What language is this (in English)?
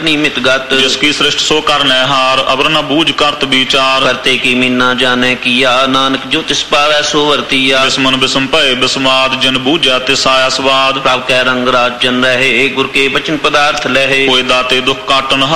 Punjabi